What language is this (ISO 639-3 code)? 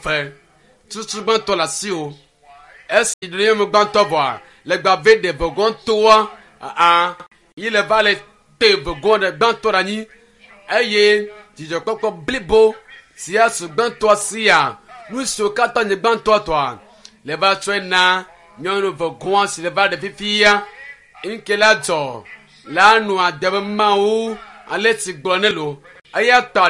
ewe